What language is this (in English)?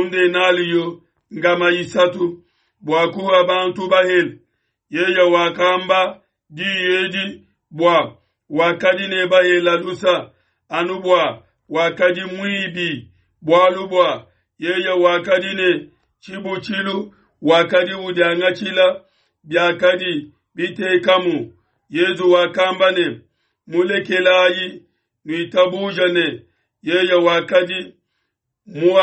Luba-Lulua